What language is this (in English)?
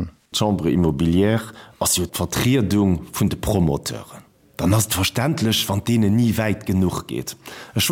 Luxembourgish